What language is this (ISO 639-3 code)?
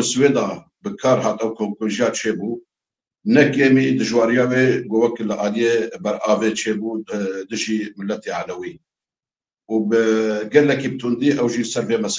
kur